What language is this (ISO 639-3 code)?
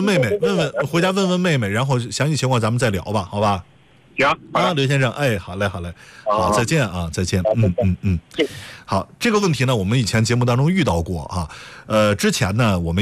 zho